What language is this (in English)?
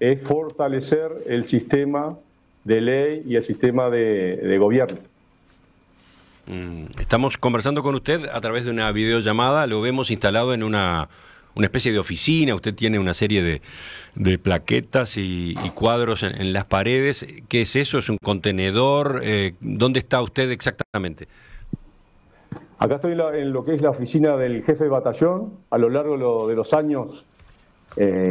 Spanish